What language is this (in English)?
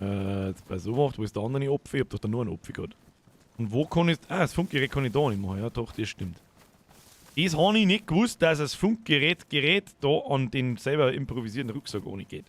Bavarian